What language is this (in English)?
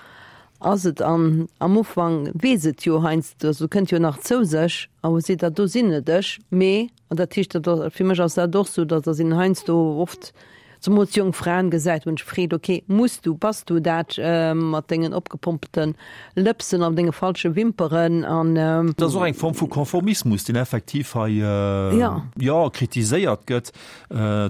Luxembourgish